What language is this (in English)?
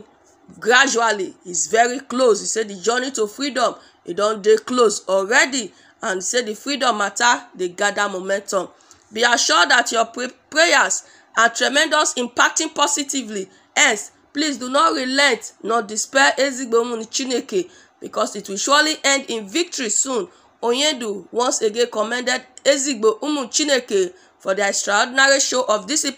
Nigerian Pidgin